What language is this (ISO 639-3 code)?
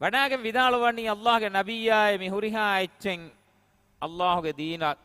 div